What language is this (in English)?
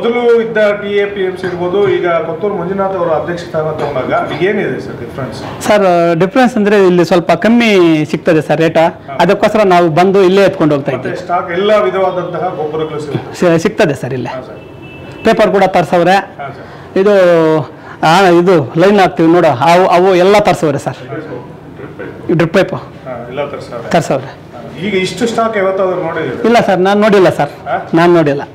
Kannada